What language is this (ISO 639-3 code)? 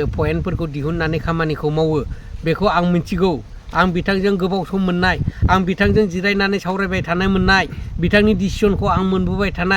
brx